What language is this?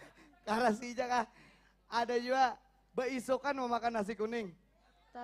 Banjar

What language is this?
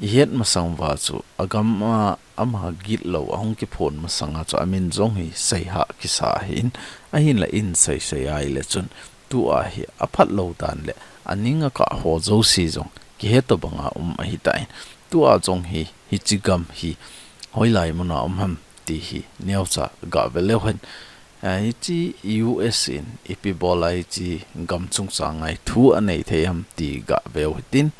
Thado Chin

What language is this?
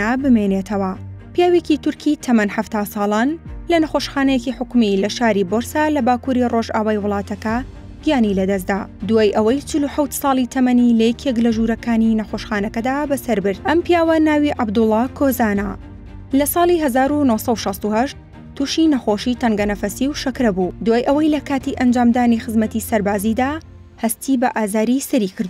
Central Kurdish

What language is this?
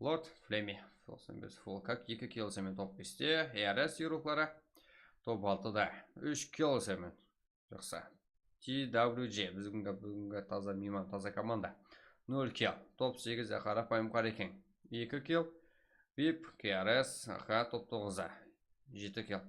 Kara-Kalpak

